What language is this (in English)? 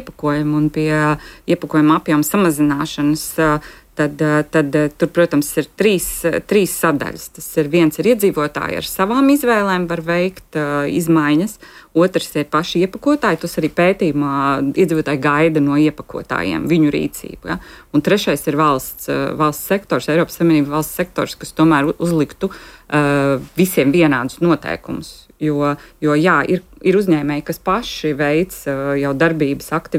Latvian